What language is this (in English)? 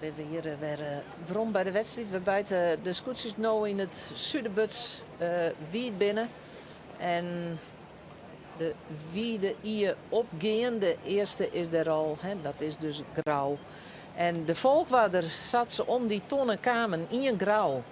Western Frisian